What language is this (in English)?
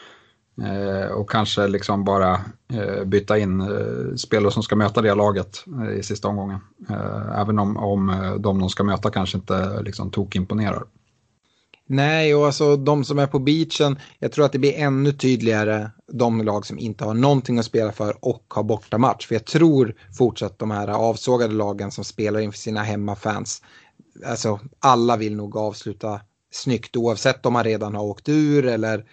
Swedish